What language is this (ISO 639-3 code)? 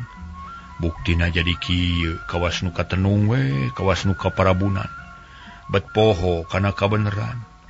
sun